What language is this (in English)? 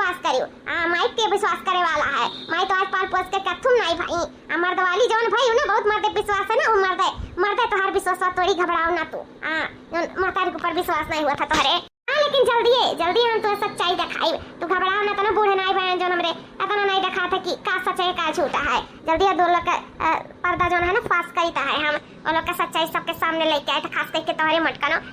Awadhi